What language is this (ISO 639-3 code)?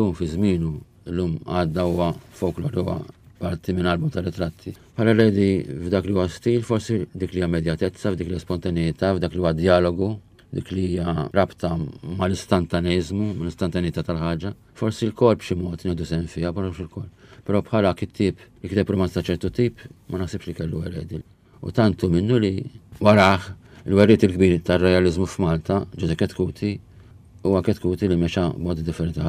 mlt